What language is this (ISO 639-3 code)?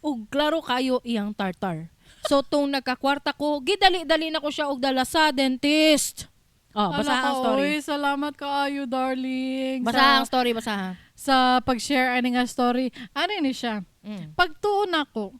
ceb